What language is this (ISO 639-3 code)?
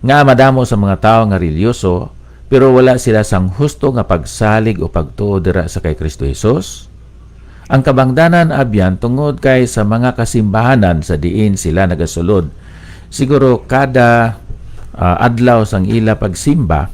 hil